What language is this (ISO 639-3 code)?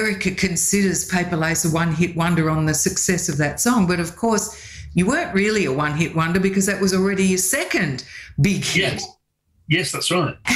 eng